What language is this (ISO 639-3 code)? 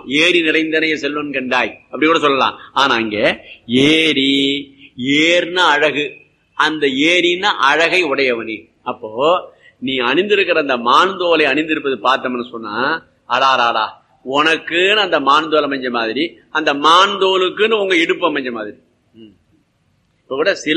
tam